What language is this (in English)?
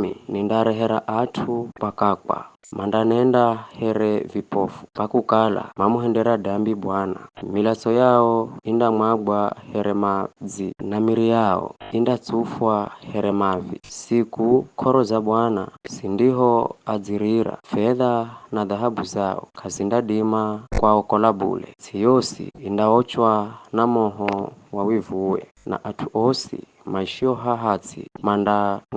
Giryama